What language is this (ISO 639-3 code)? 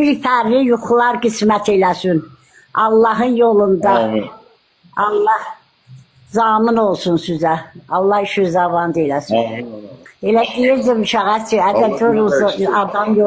aze